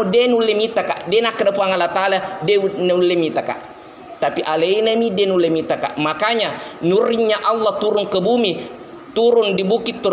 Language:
Buginese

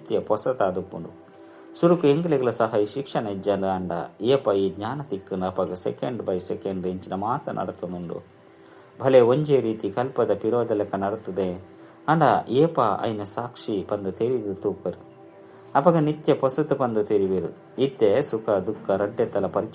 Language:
Tulu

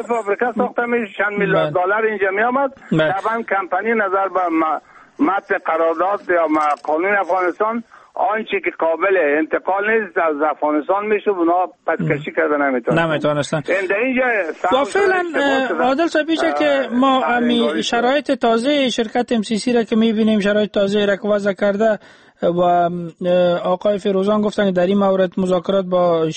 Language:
Persian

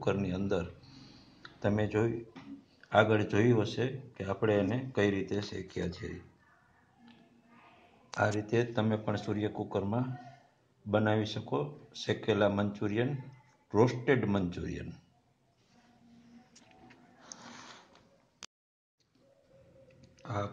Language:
Gujarati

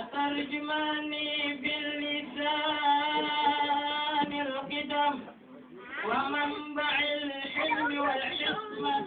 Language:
Betawi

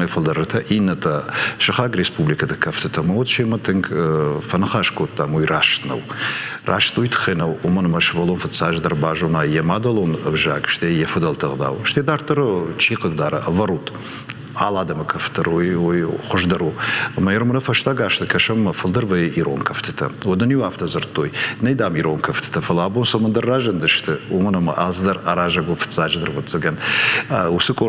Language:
Ossetic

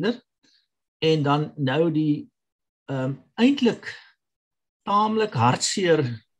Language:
Afrikaans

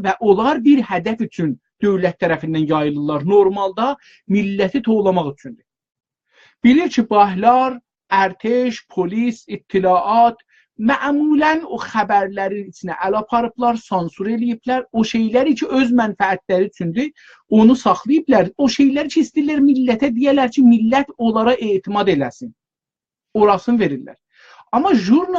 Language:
South Azerbaijani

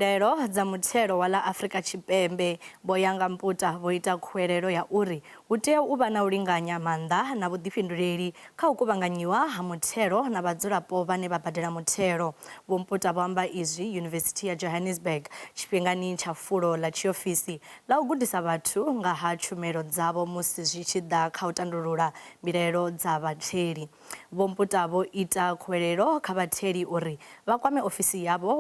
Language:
Venda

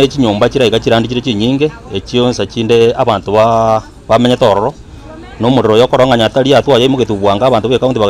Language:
Gusii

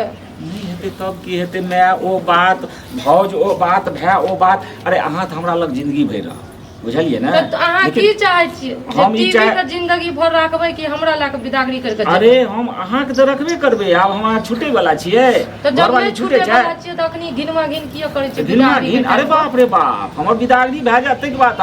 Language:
Maithili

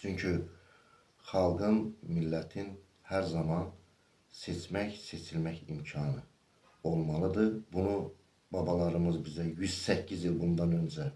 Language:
Azerbaijani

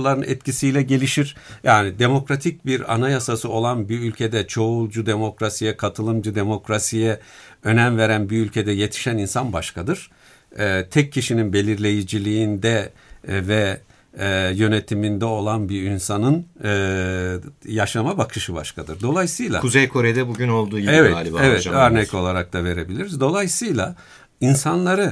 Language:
Turkish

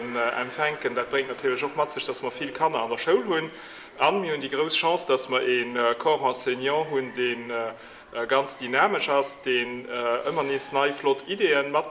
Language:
Luxembourgish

